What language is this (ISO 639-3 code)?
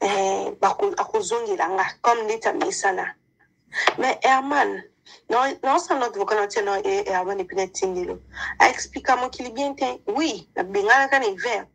lin